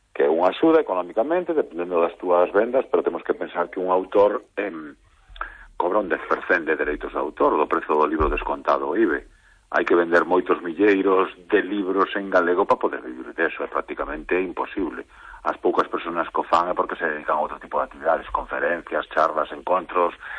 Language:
Galician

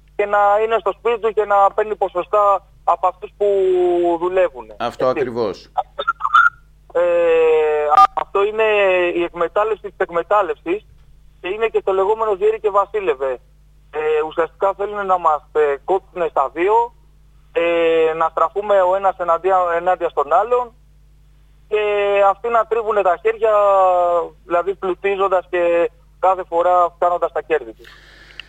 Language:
Greek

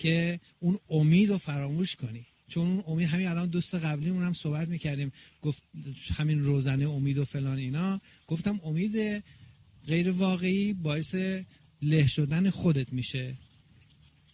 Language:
Persian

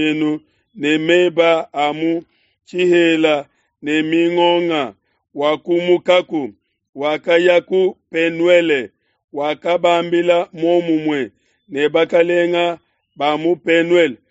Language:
Luba-Lulua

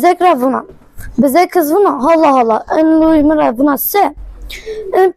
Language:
Zaza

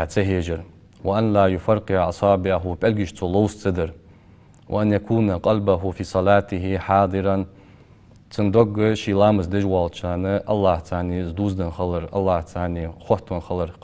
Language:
Ingush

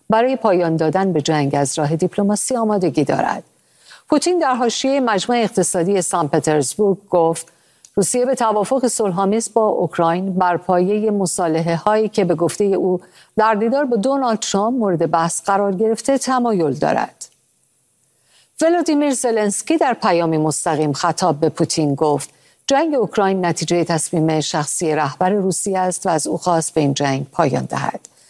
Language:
Persian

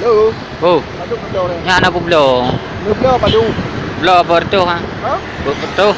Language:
Achinese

